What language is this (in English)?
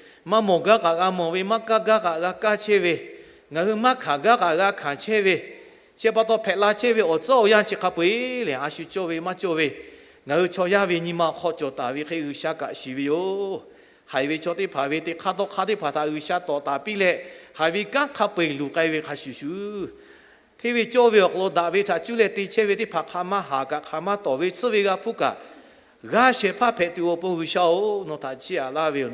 Lahu